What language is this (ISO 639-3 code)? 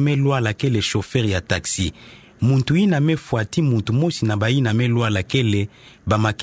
ktu